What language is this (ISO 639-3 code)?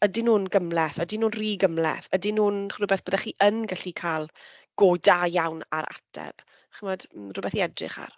cym